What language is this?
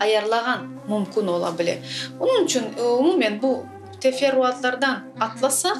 Crimean Tatar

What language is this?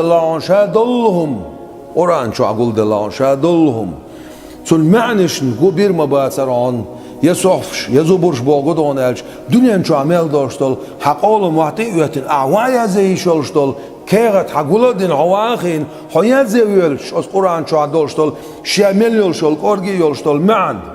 Chechen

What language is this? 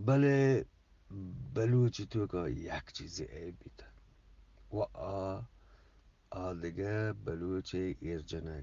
Eastern Balochi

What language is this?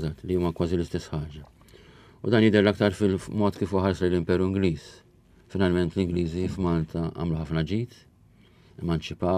Maltese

